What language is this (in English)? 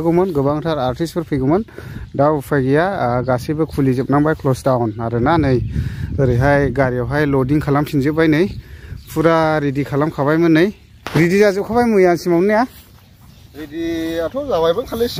Bodo